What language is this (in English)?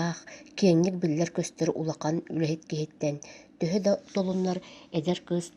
Yakut